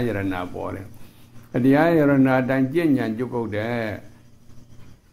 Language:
Burmese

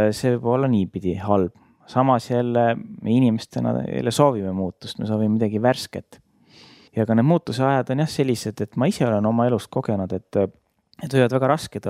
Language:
Estonian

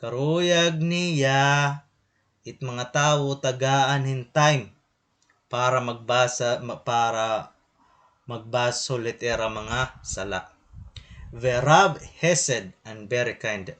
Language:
Waray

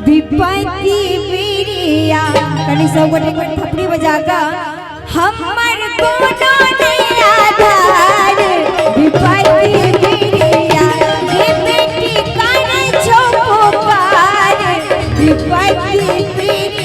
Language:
Maithili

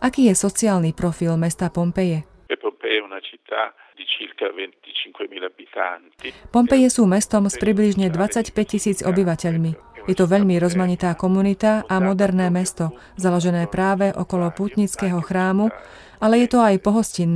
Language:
Slovak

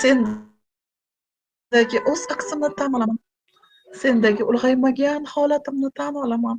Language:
Uzbek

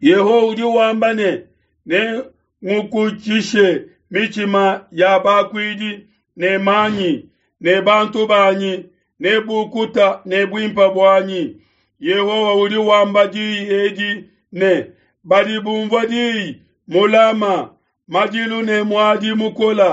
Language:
Luba-Lulua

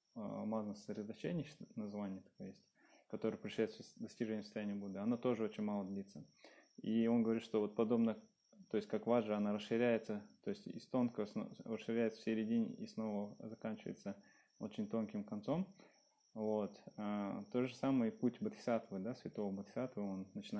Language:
Russian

